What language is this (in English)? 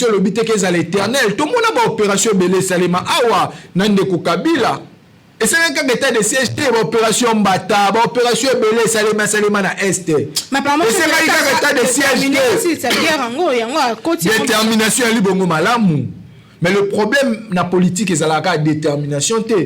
Lingala